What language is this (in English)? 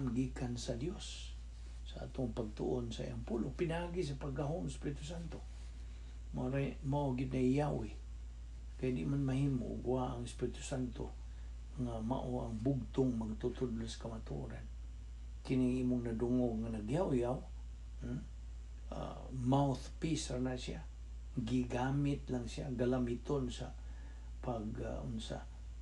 Cebuano